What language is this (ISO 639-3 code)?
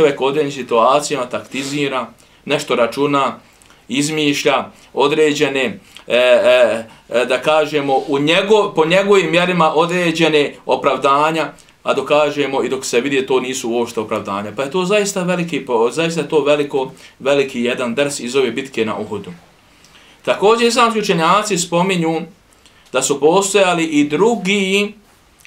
bos